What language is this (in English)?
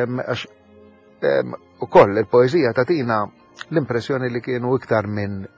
Maltese